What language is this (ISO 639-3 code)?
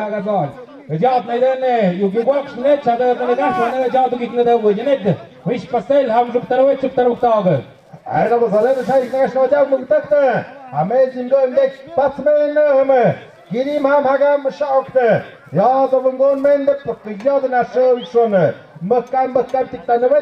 mxp